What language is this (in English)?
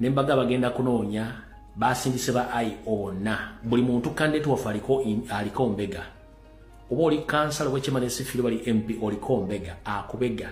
Ganda